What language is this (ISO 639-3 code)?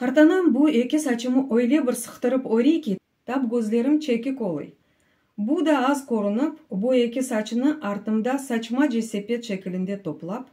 crh